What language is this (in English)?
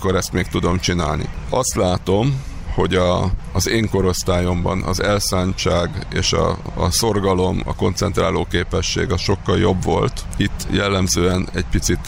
Hungarian